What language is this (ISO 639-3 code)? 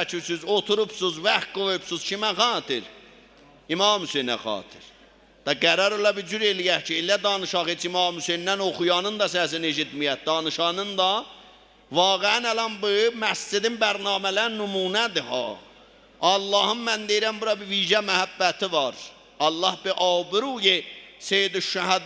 azb